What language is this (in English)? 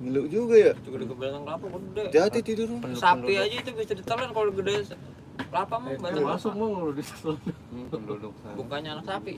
Betawi